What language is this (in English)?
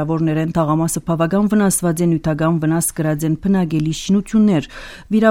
Armenian